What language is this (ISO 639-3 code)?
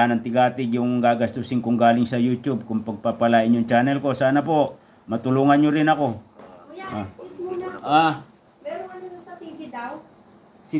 fil